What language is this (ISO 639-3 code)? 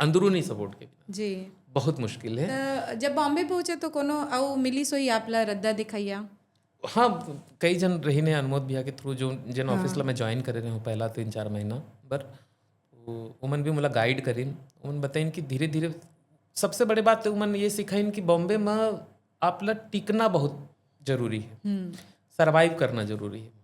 hne